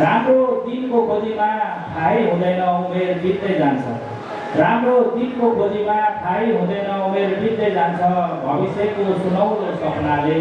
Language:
Nepali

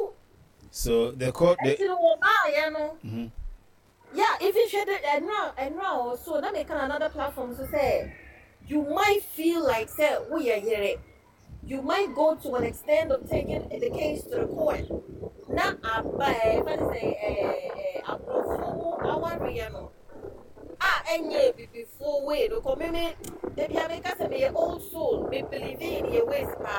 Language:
Akan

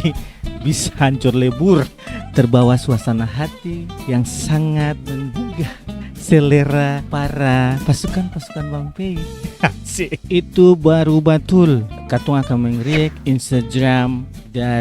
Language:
Ambonese Malay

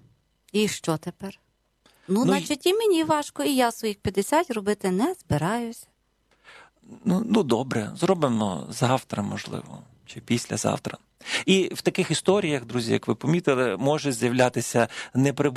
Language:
Ukrainian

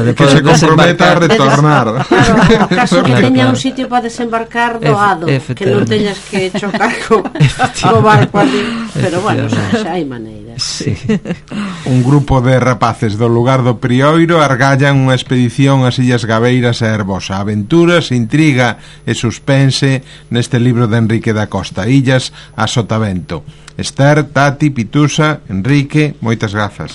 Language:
Galician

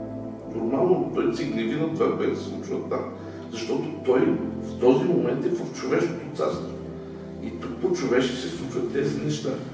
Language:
Bulgarian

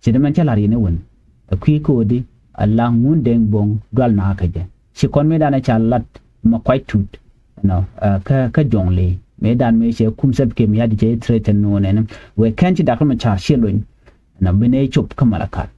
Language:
Nuer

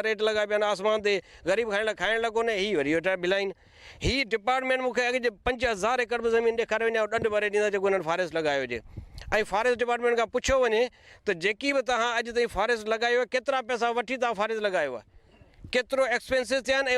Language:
Sindhi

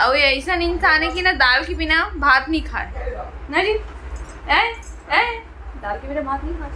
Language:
Chhattisgarhi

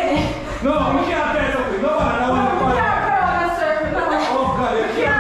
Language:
Jamaican Creole English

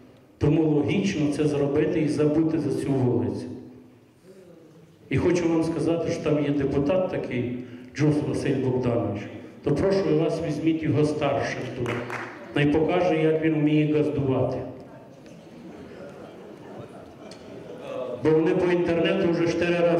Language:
Ukrainian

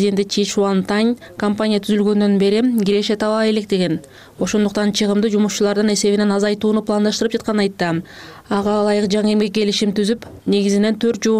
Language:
Kyrgyz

